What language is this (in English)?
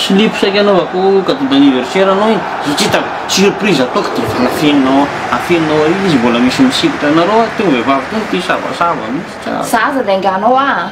Malagasy